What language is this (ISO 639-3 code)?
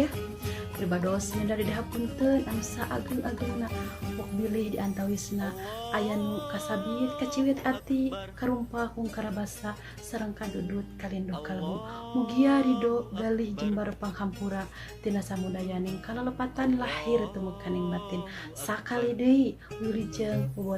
sun